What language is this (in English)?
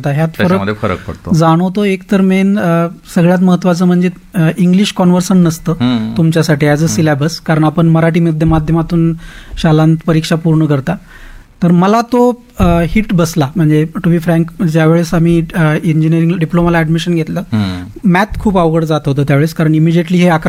Marathi